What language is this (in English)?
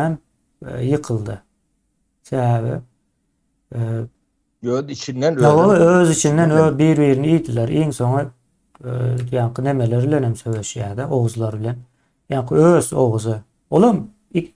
Turkmen